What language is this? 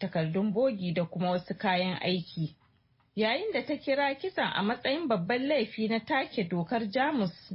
Hausa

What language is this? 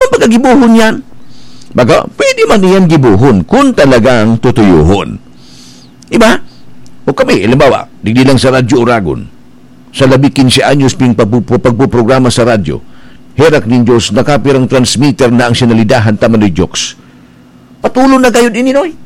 Bikol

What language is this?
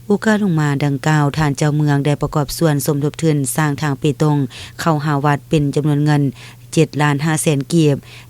Lao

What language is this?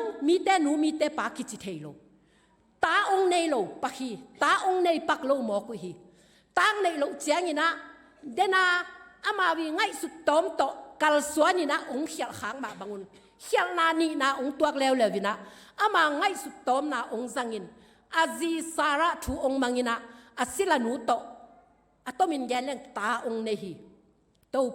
Tedim Chin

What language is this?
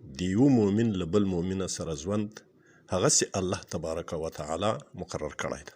Pashto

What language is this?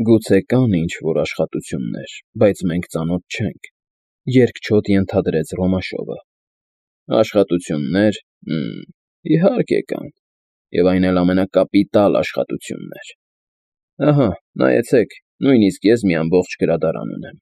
Armenian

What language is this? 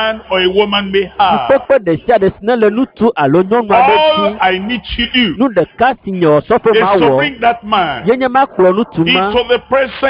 Ewe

